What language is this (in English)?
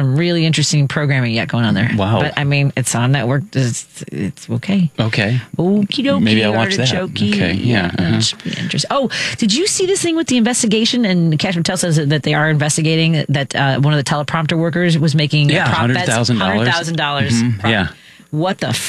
English